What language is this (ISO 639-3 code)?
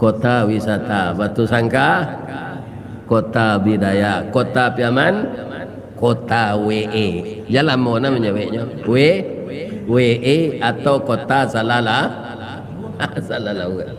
min